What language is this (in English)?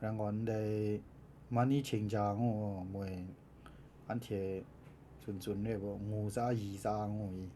Kachin